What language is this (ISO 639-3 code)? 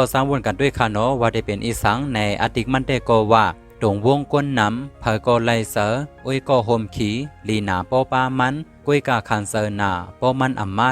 shn